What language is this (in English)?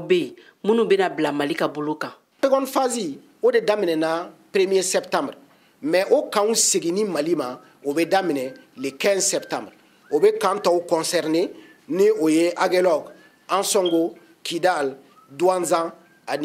Bambara